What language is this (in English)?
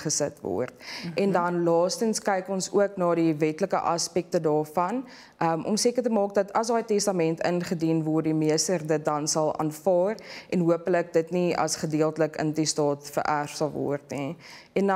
Afrikaans